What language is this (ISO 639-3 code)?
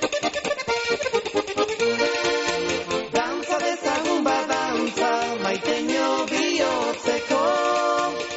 eus